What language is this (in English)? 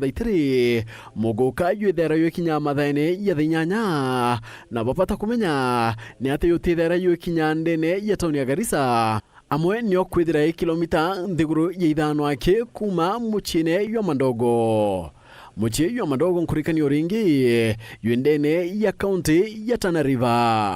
Meru